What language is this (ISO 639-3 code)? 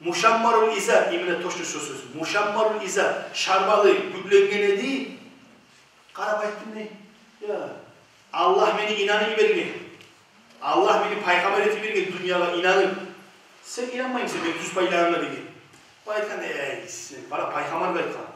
kum